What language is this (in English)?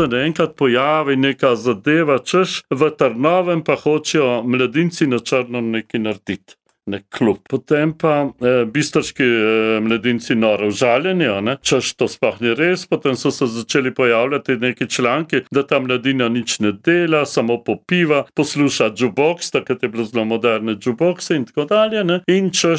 Slovenian